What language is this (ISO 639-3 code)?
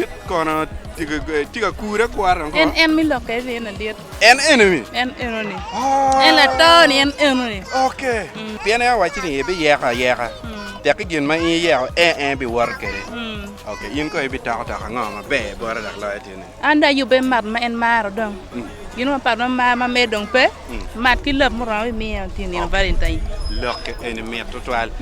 ach